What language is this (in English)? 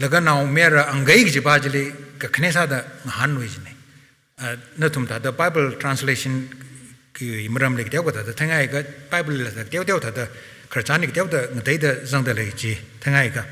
Tangkhul Naga (India)